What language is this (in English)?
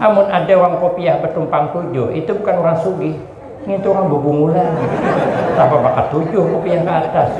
Banjar